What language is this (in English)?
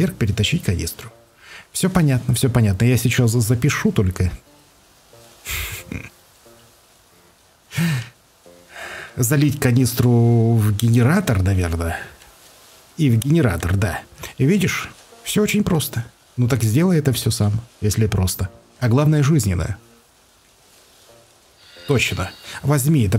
Russian